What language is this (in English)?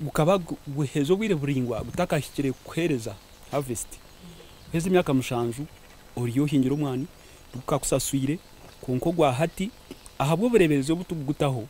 Nyankole